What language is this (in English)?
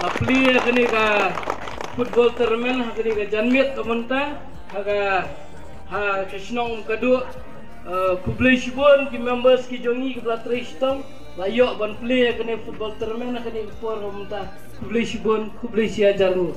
Khasi